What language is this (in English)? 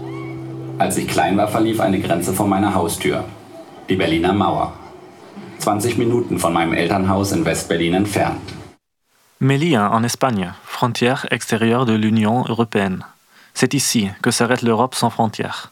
German